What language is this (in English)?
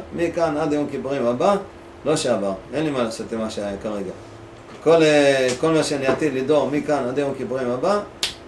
Hebrew